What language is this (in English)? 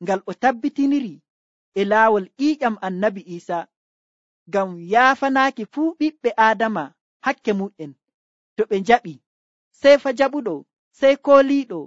Nigerian Fulfulde